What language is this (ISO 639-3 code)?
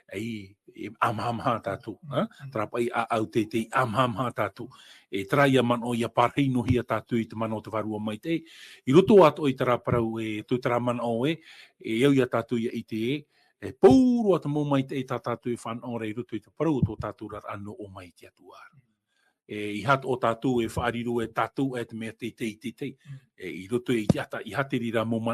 tah